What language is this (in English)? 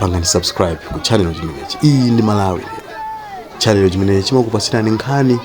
Nyanja